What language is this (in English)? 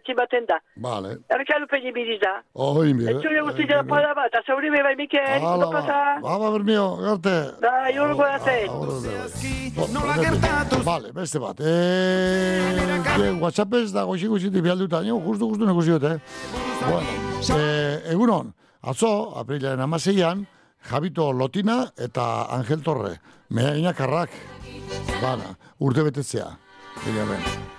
Basque